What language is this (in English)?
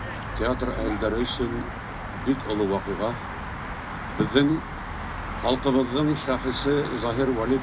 Bashkir